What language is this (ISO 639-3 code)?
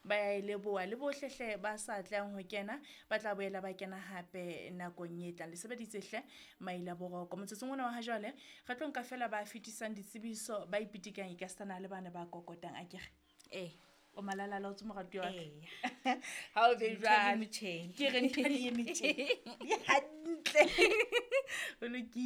sot